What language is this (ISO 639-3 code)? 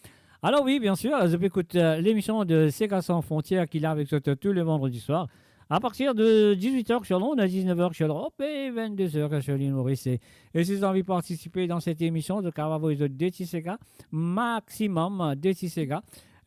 mfe